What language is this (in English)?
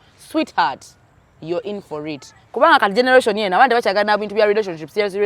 Ganda